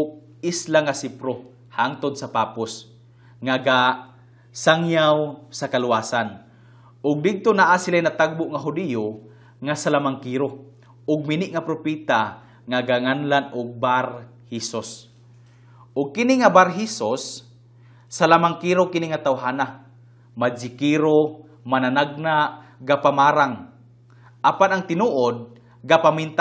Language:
Cebuano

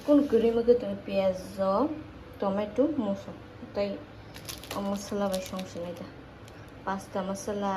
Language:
Kok Borok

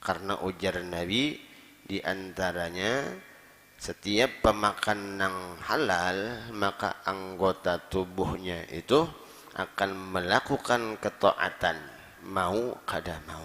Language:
Banjar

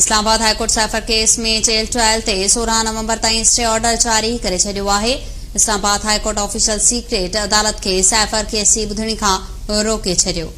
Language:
Sindhi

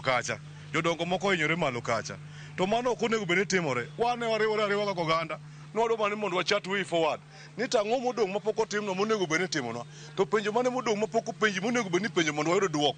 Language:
Luo (Kenya and Tanzania)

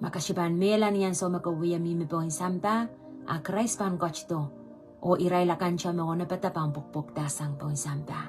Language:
Pohnpeian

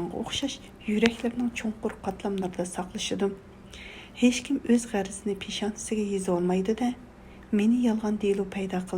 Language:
Uyghur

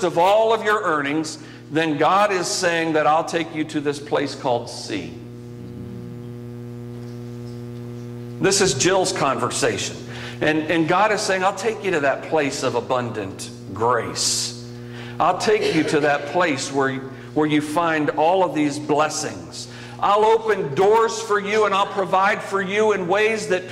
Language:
English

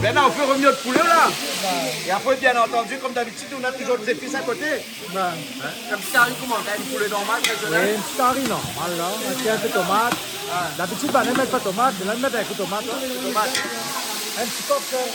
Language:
Réunion Creole French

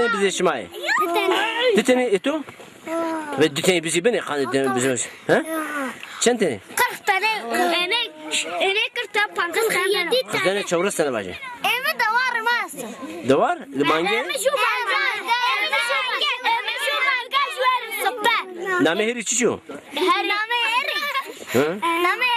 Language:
Zaza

